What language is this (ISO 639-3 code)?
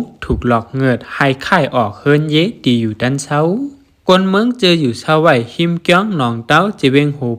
shn